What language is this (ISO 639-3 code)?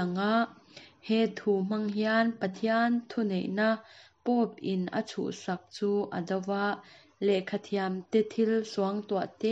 lus